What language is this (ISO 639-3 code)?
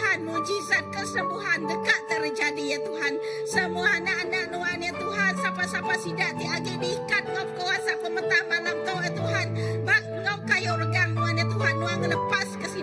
iba